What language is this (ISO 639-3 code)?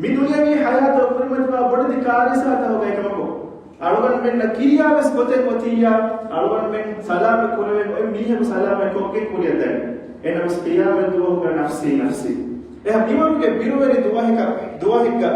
div